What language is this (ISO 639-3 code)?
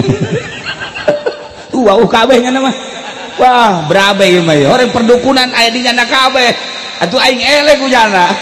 sun